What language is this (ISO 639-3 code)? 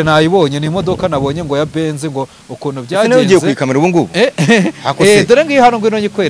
kin